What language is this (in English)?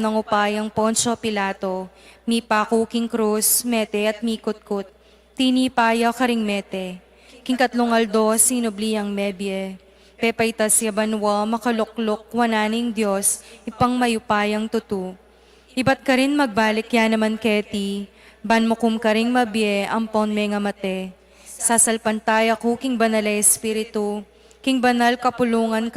Pampanga